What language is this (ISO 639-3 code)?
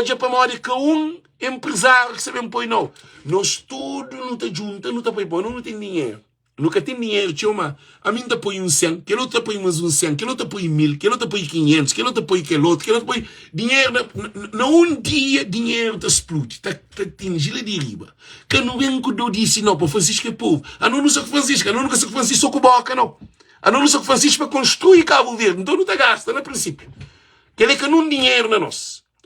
kea